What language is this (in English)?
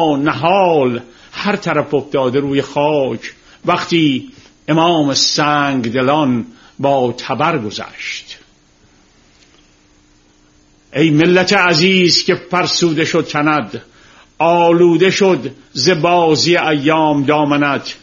Persian